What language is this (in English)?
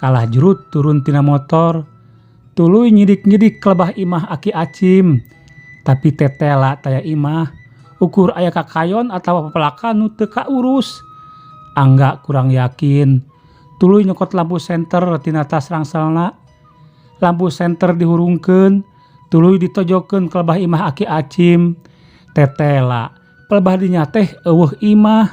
Sundanese